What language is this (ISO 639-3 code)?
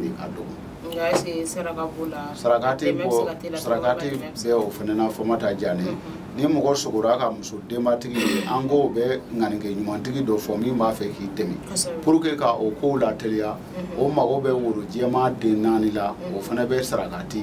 bam